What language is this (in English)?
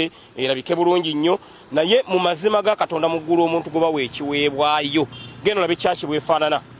Ganda